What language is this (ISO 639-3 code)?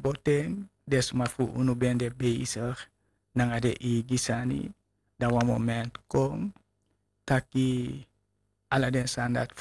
srn